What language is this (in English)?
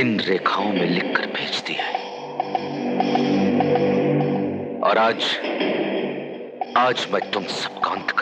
Hindi